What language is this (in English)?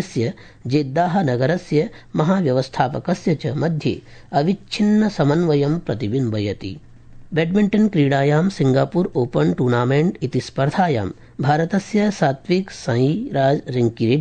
Sanskrit